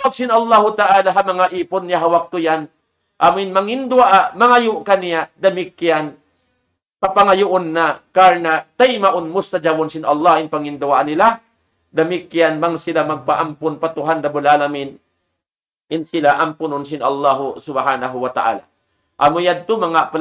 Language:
Tausug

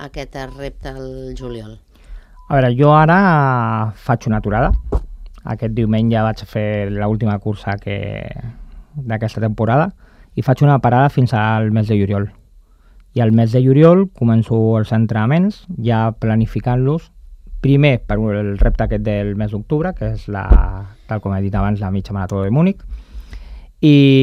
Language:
Catalan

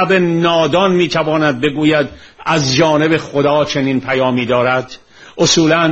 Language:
Persian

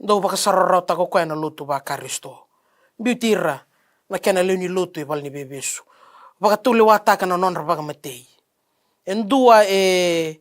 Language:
Fijian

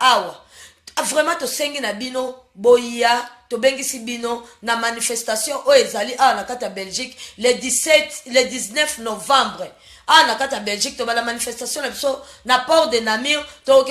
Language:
Lingala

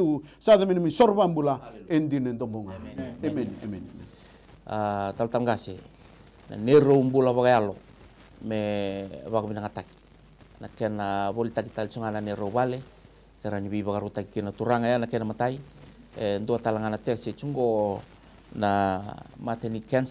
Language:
Fijian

